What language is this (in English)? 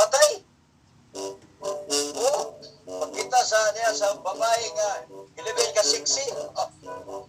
Cebuano